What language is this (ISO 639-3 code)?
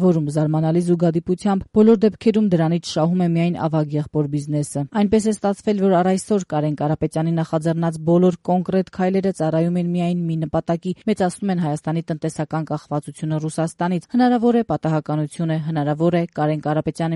hye